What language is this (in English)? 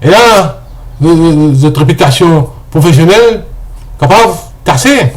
Morisyen